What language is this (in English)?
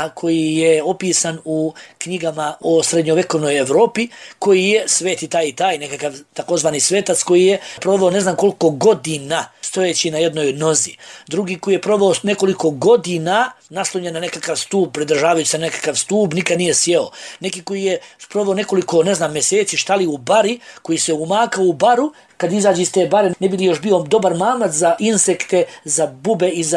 Bosnian